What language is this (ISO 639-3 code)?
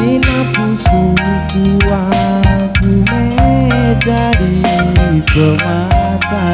btx